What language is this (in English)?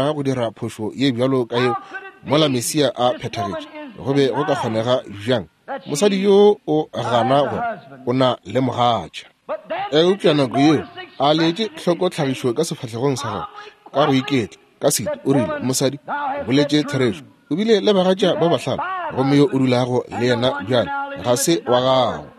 Northern Sotho